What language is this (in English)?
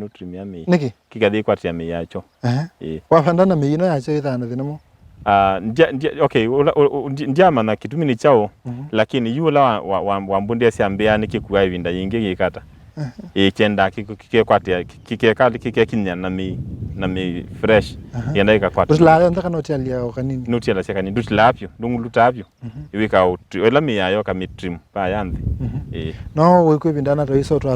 Kamba